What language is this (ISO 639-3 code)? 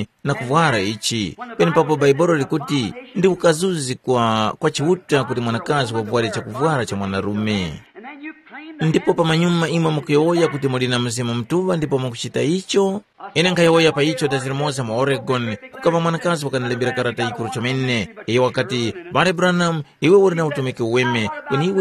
tum